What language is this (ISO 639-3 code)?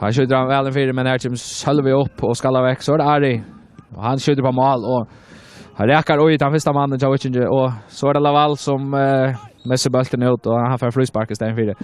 fao